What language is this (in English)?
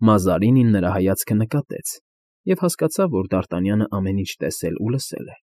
Armenian